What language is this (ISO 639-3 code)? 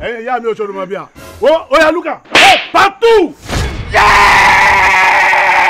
pcm